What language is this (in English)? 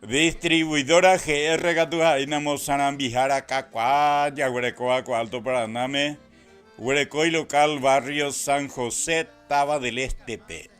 Guarani